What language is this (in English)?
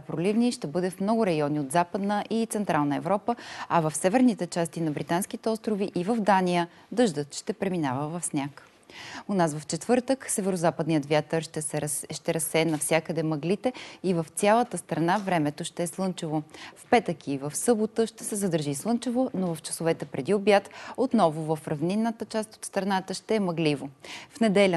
Bulgarian